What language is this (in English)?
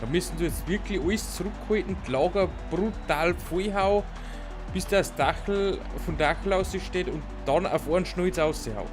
Bavarian